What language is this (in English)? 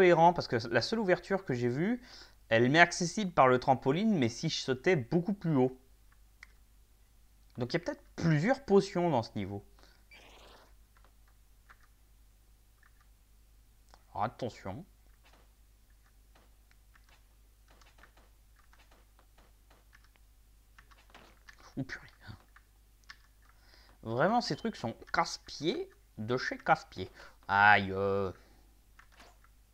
French